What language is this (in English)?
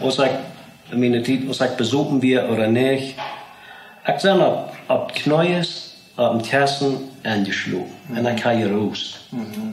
Plautdietsch